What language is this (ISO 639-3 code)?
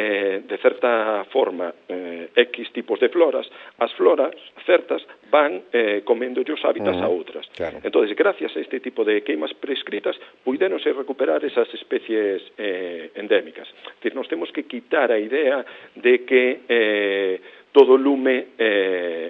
glg